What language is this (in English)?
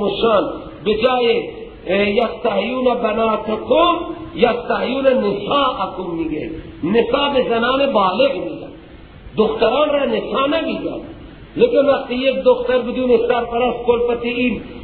Persian